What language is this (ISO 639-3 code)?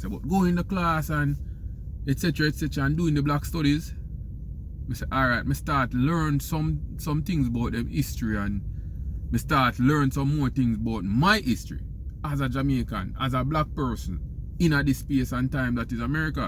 jam